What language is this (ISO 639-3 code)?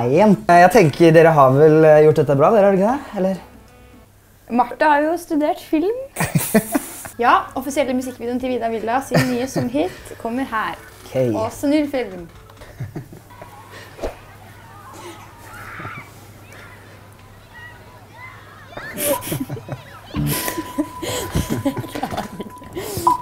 nor